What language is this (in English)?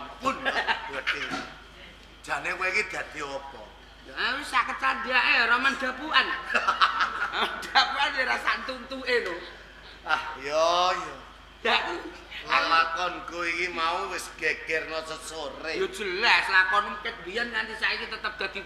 Javanese